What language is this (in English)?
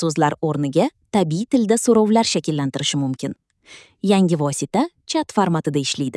Uzbek